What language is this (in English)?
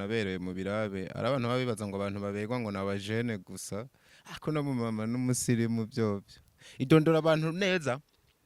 Rundi